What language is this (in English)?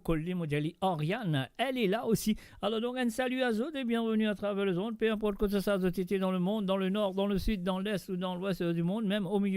Morisyen